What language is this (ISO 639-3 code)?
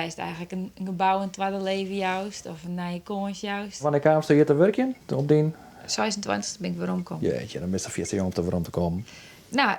fry